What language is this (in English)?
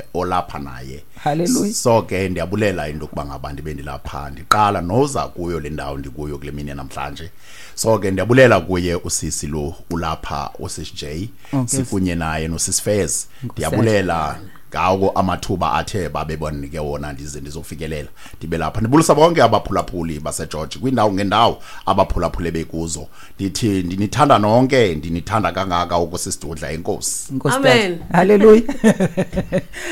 Xhosa